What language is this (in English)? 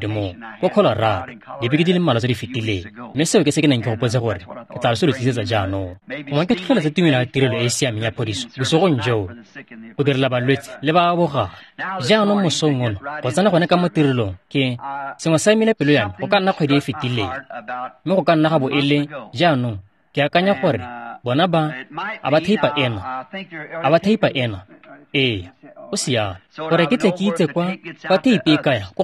Tswana